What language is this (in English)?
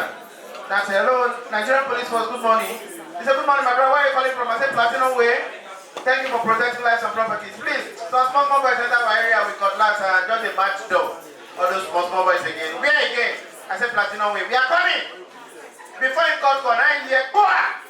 Nigerian Pidgin